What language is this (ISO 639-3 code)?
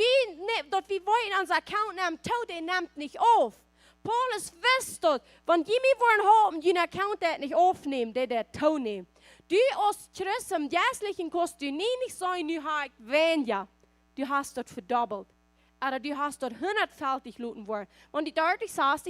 pdt